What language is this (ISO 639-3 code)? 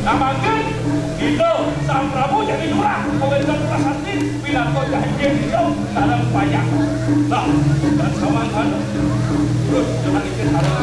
ban